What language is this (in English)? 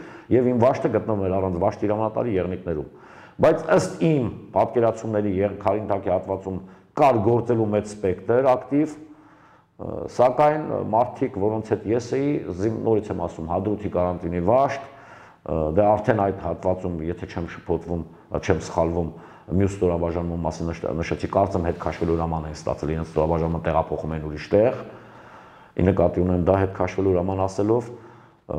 Armenian